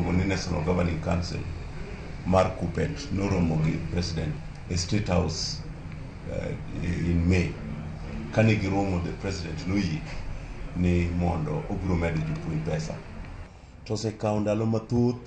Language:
Luo (Kenya and Tanzania)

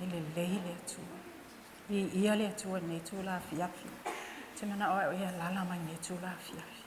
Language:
Samoan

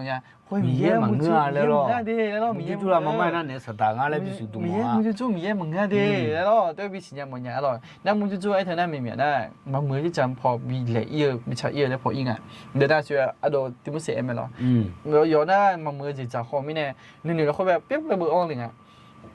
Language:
Akha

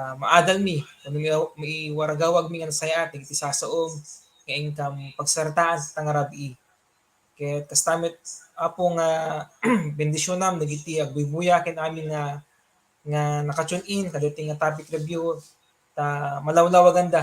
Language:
Iloko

